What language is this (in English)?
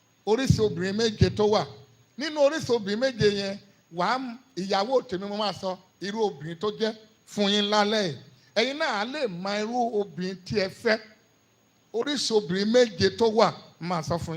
Yoruba